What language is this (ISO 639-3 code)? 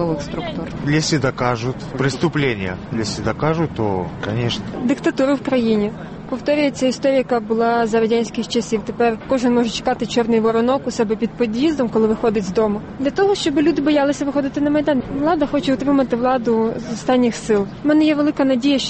ukr